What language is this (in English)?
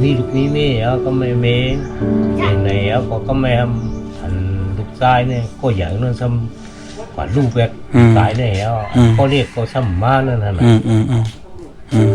Shan